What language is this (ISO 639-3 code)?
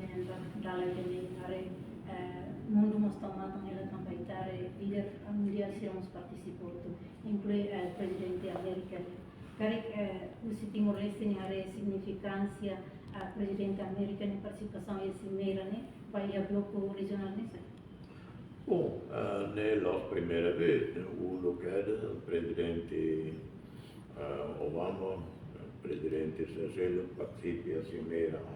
tet